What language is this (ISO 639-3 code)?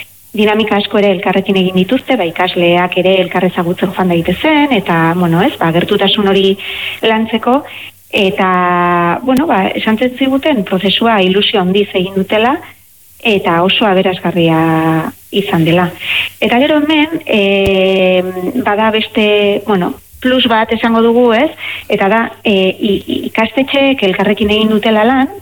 eus